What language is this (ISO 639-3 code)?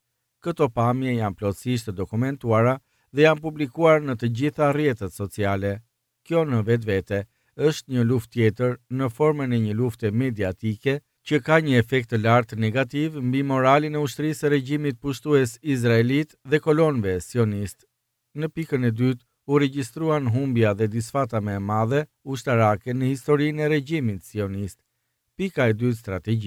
sqi